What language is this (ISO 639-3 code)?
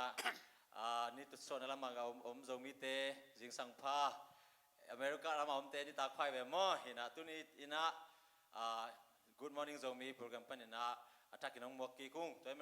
ctd